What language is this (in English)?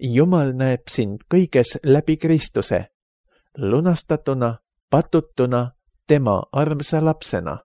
Estonian